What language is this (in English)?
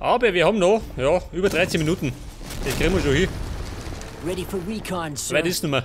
Bavarian